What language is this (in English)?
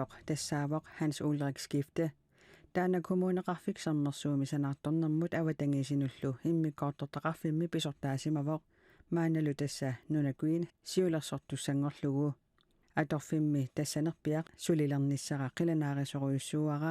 Kalaallisut